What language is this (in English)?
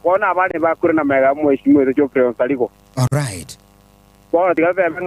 Gusii